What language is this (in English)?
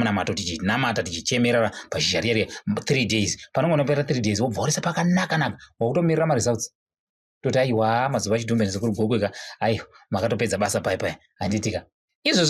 Shona